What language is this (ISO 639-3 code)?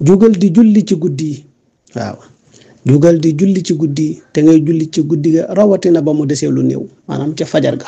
wol